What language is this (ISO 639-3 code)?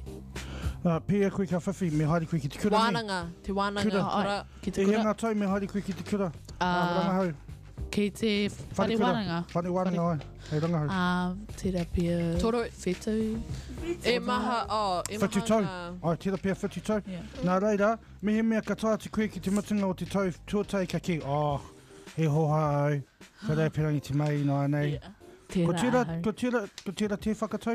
mri